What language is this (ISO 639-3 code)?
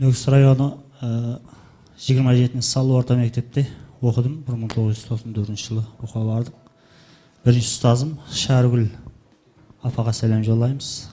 kaa